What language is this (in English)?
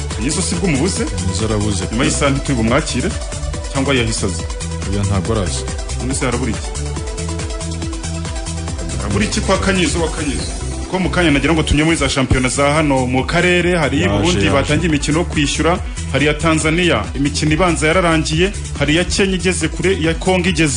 Kinyarwanda